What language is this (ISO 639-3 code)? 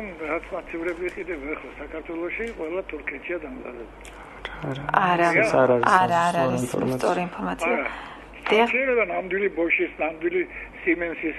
kat